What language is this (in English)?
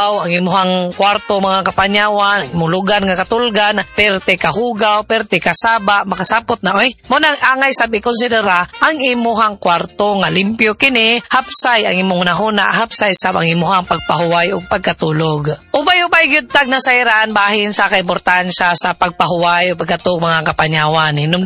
Cebuano